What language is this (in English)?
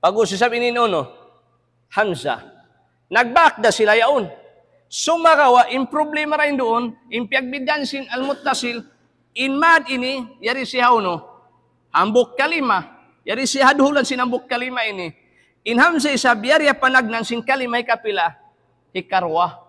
Tausug